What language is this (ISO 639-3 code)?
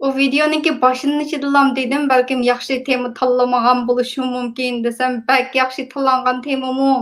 uig